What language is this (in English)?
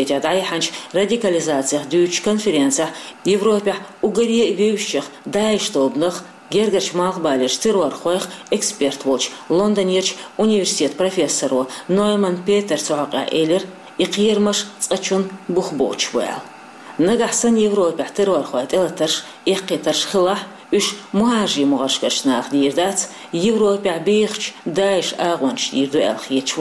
Chechen